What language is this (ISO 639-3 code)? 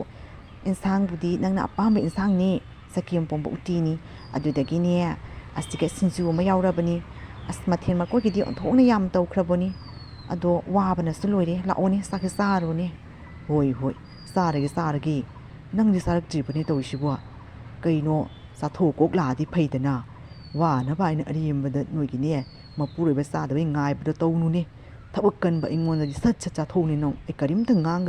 mni